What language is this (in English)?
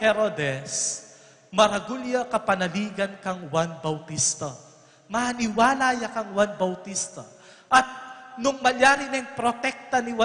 Pampanga